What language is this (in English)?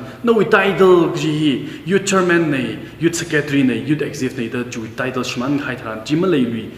Tangkhul Naga (India)